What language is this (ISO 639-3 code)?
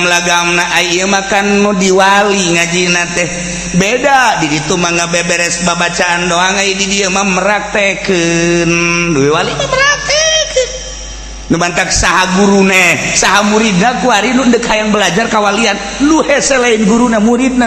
sun